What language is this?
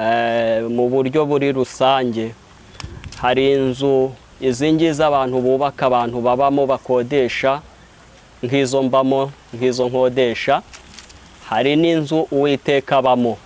Kinyarwanda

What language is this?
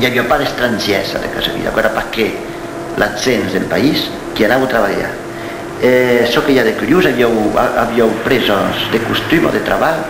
Occitan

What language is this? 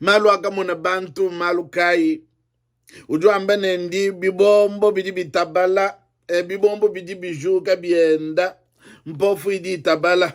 Luba-Lulua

